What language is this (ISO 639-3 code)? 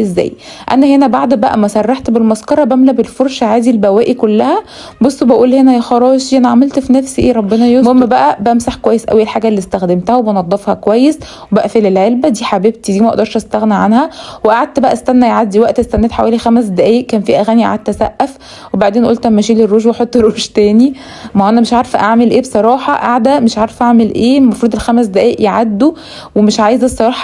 arz